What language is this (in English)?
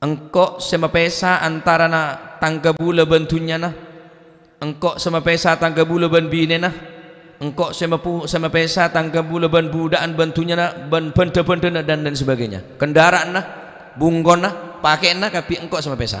Madurese